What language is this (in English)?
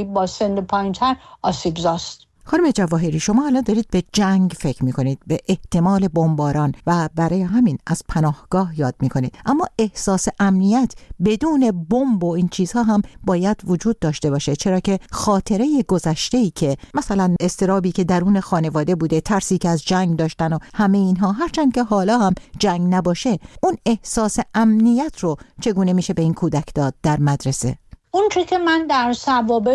Persian